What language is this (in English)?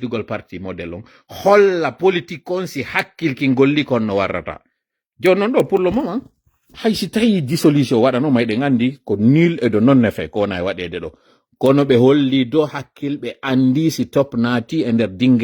Fula